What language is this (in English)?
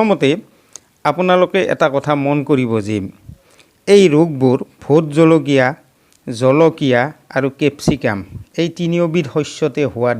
Assamese